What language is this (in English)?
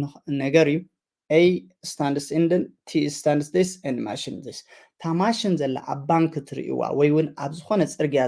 Tigrinya